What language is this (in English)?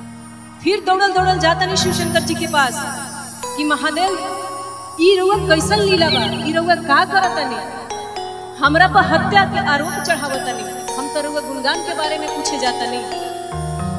Bhojpuri